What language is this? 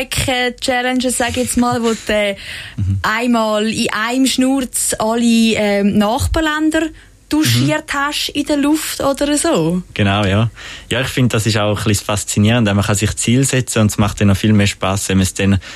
Swiss German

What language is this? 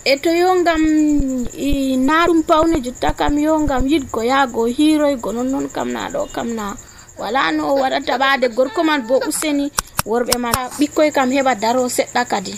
Nigerian Fulfulde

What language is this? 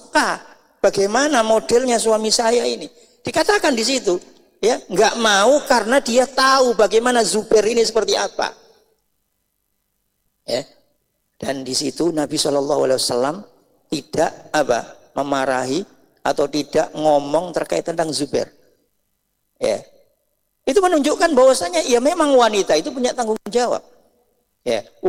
Indonesian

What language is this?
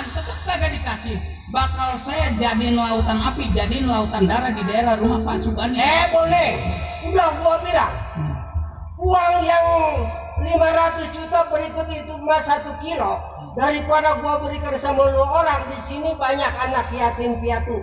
Betawi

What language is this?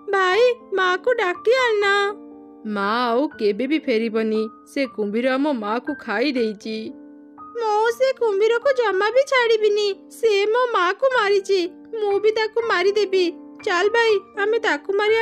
Odia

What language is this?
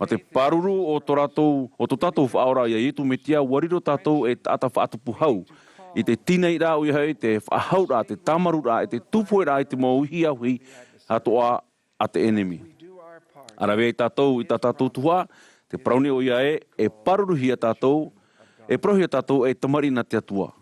Tahitian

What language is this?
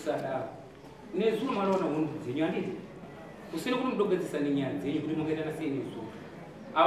Shona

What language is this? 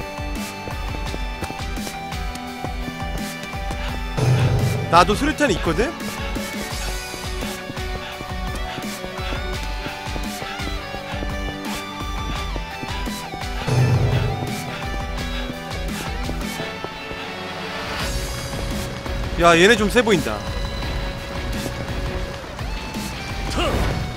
Korean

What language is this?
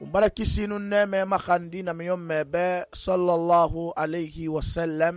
Susu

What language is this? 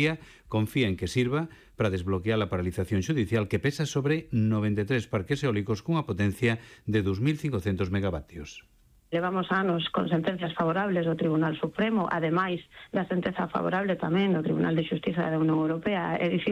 Galician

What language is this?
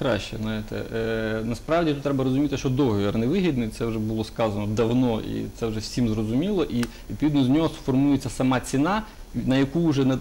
Ukrainian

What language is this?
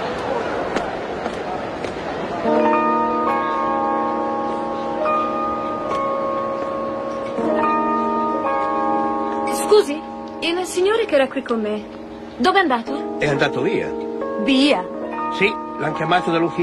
Italian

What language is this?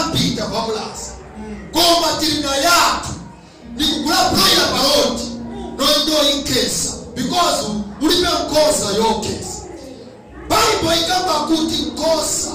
Nyanja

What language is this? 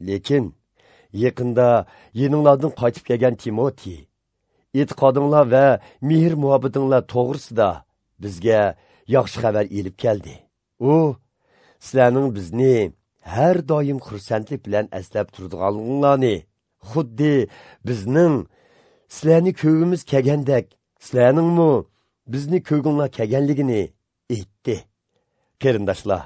Uyghur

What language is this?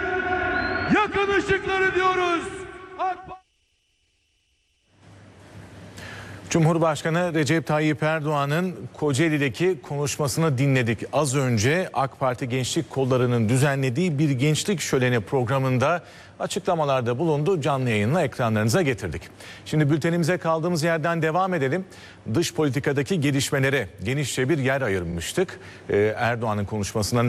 Turkish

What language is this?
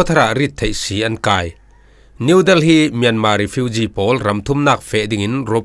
Falam Chin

